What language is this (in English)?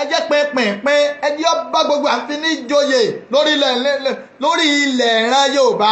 Yoruba